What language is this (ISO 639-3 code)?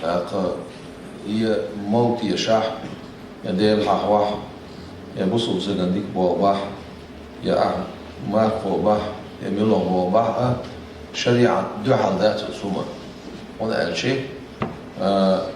che